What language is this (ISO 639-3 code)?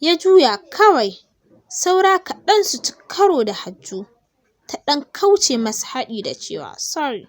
hau